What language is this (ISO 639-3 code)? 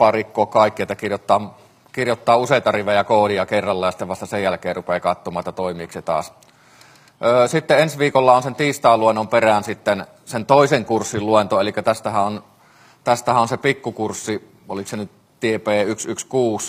fin